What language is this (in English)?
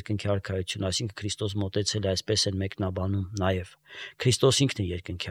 Armenian